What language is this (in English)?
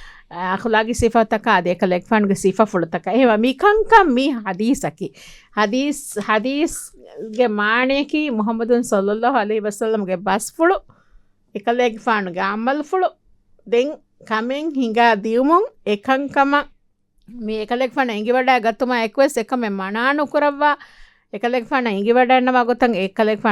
Divehi